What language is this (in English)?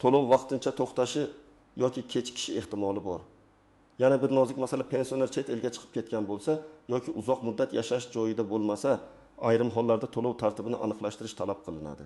Uzbek